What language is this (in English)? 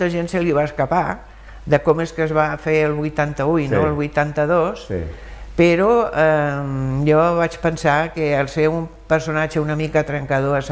Catalan